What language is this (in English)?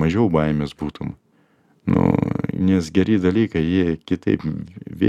Lithuanian